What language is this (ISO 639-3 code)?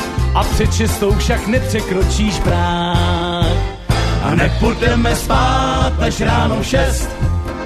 ces